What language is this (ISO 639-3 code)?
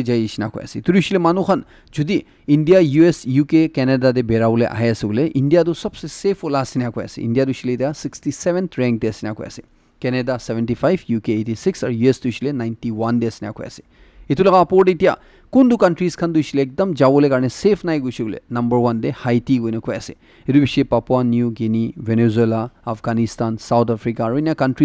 nag